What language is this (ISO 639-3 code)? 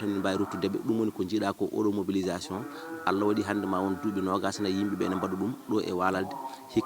ful